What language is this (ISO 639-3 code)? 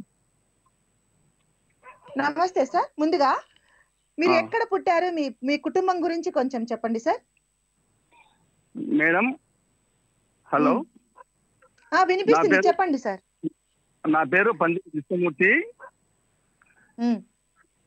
tel